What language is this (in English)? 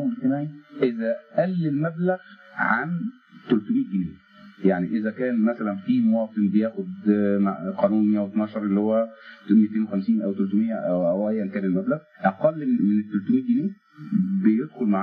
Egyptian Arabic